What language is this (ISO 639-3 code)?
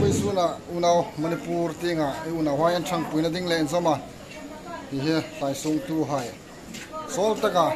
hmr